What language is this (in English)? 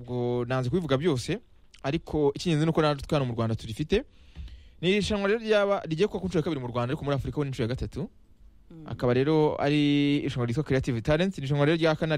Kinyarwanda